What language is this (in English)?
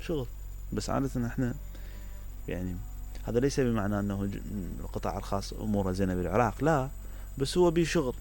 Mesopotamian Arabic